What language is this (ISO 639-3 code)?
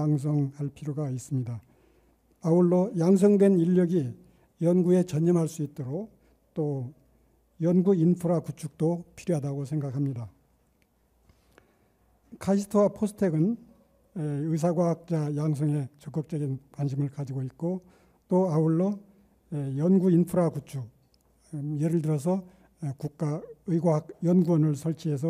kor